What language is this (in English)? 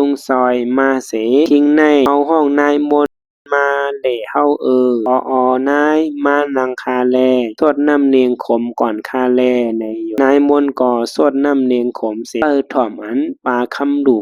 Shan